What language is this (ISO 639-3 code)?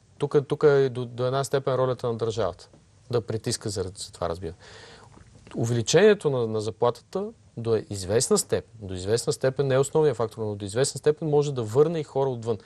bul